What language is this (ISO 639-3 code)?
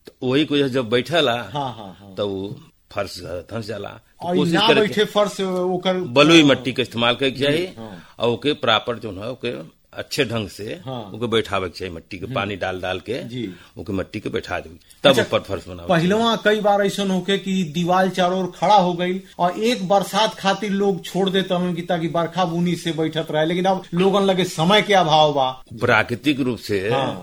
bho